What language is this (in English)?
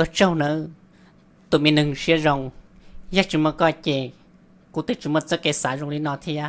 Hmong